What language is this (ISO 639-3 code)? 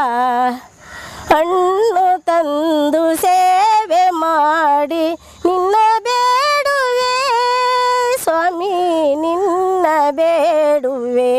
kan